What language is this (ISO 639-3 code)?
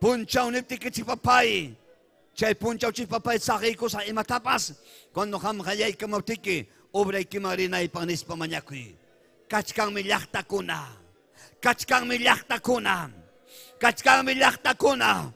quy